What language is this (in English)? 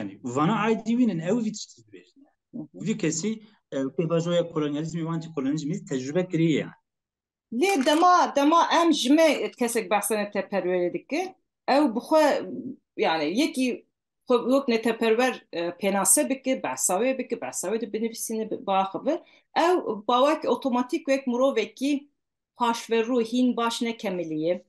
Kurdish